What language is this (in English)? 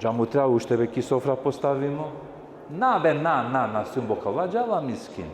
Balkan Romani